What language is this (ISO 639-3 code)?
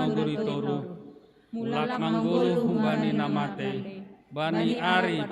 bts